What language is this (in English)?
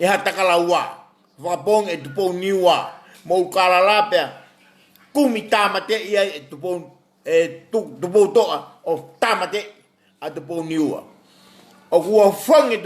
Tongan